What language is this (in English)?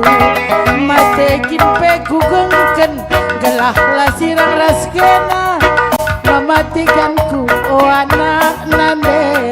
Batak Karo